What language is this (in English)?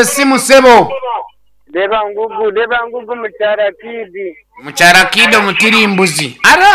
Nyankole